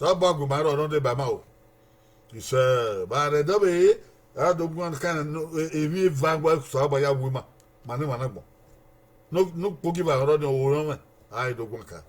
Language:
Bini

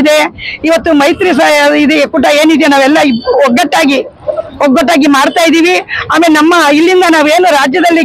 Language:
Kannada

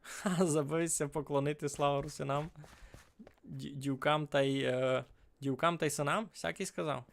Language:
Rusyn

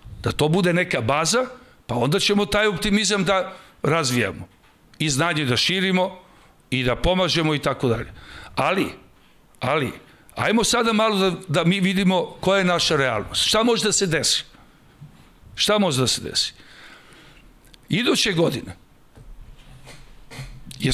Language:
Serbian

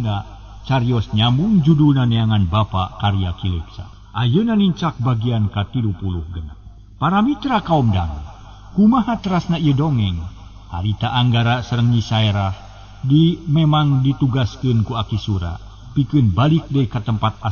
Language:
Sundanese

